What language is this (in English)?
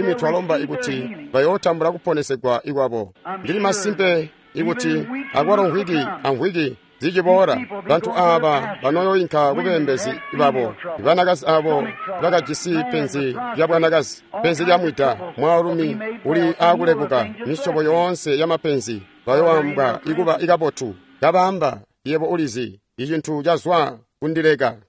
Tonga (Zambia)